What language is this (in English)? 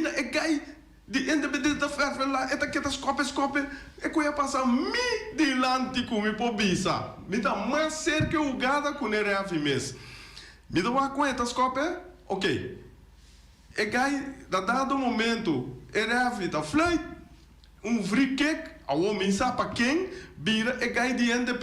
Papiamento